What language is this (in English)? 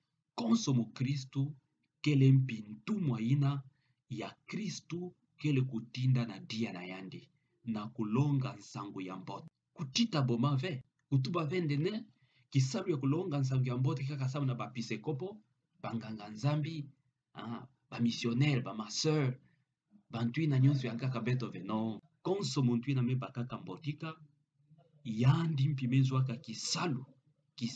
Kituba (Democratic Republic of Congo)